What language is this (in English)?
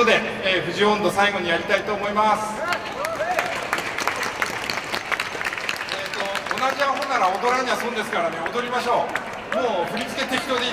Japanese